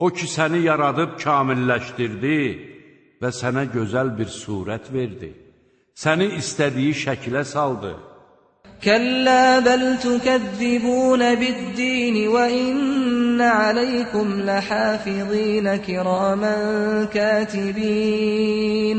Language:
Azerbaijani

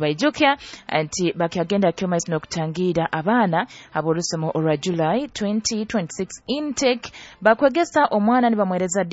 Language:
Nyoro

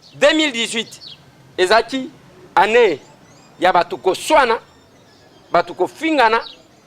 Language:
Lingala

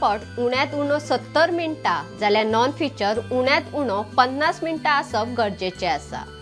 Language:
Konkani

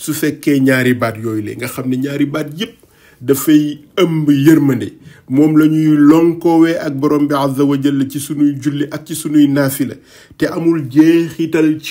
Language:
Wolof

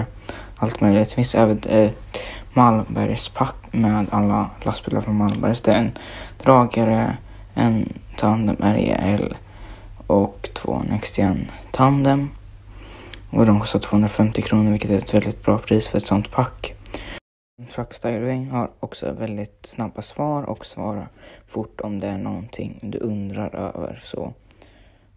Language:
Swedish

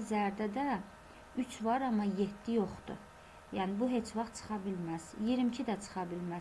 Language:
Azerbaijani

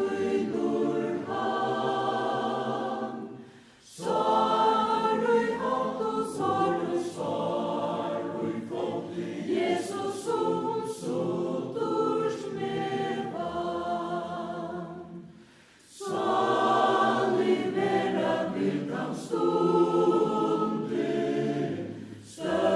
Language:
Faroese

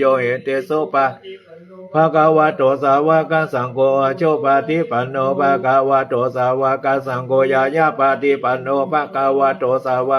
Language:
Pali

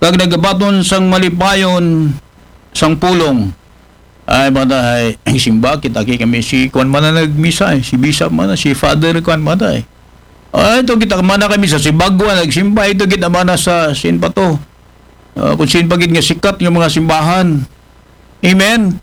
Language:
Aklanon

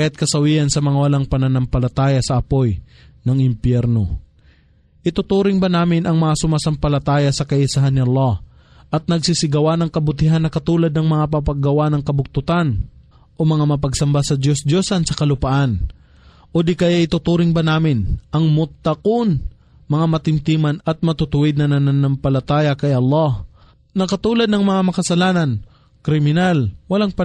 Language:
Filipino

